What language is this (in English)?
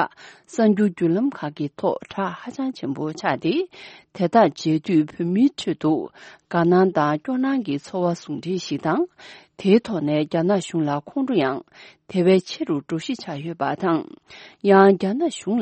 Tibetan